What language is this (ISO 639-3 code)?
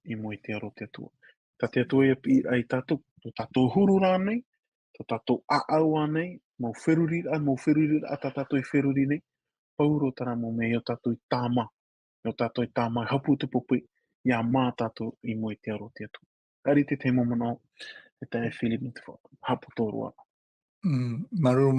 tah